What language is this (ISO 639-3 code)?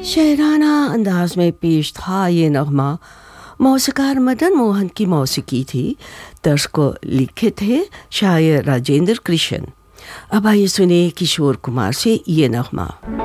hin